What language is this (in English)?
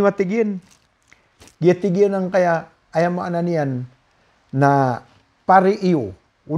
Maranao